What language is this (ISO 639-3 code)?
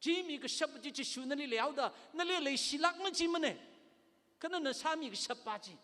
nmf